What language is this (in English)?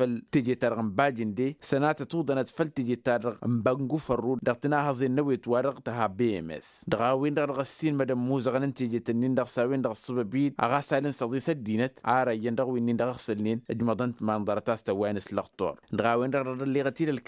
Tamasheq